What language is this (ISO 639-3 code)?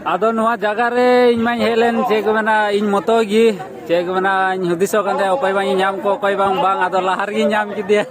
sat